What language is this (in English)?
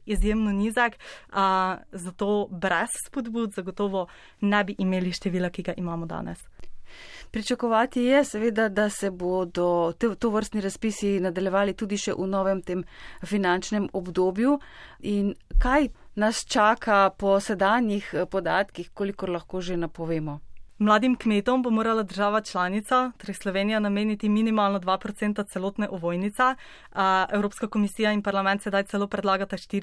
Slovenian